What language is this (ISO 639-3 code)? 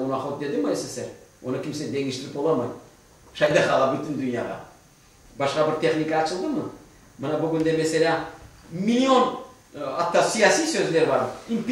crh